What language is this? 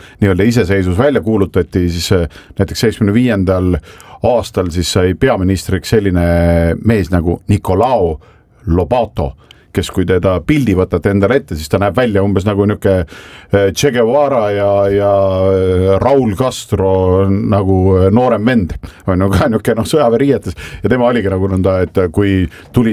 Estonian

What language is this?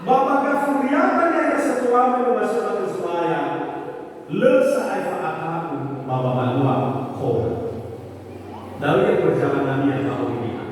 Nias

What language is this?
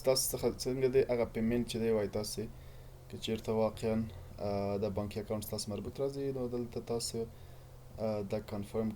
Pashto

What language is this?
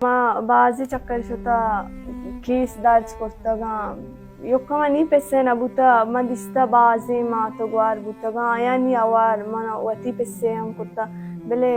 Baluchi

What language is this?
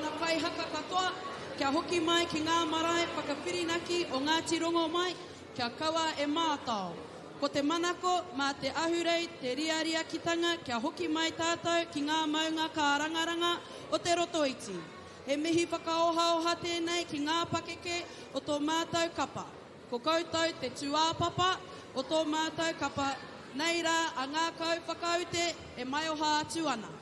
Māori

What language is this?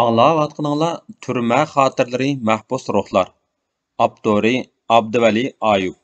Uyghur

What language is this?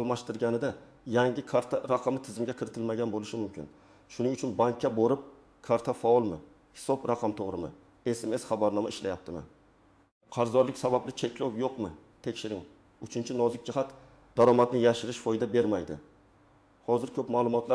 Uzbek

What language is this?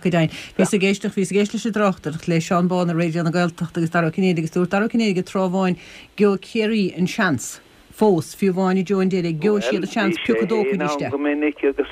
Irish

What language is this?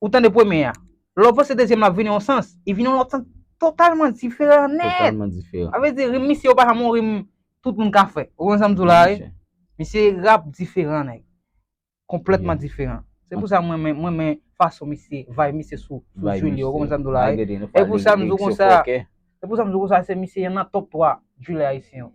Haitian Creole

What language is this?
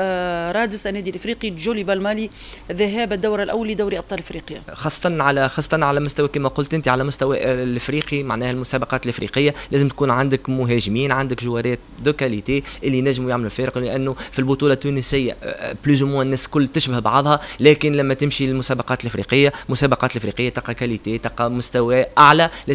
Tunisian Arabic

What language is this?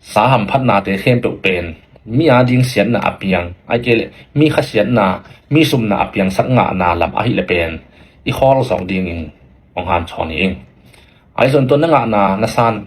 Tedim Chin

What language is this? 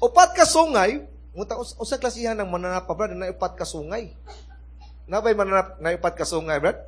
Cebuano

